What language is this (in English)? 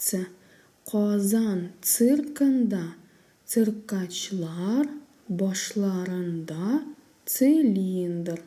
Tatar